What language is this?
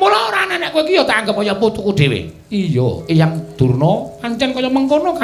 Javanese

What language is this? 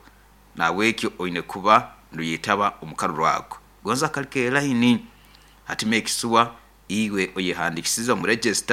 Nyoro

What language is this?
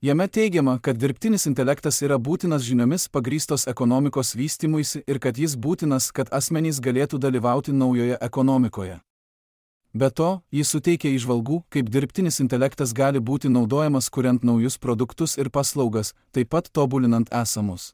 Lithuanian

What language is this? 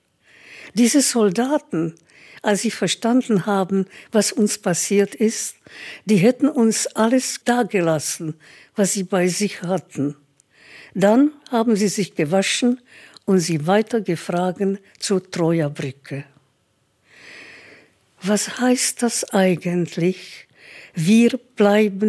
German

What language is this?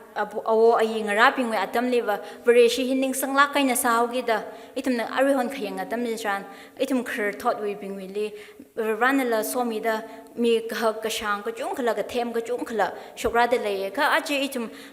Tangkhul Naga (India)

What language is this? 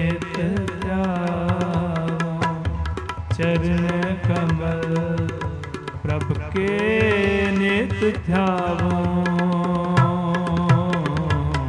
Punjabi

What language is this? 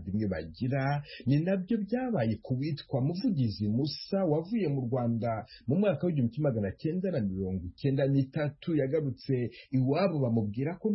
Kinyarwanda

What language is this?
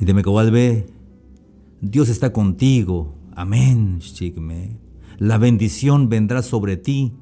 Tzeltal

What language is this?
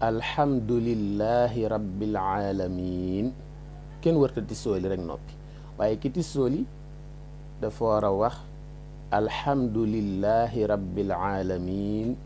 Wolof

